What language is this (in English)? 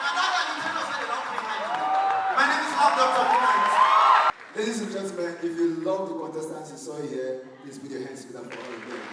Nigerian Pidgin